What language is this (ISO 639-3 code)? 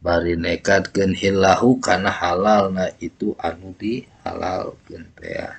sun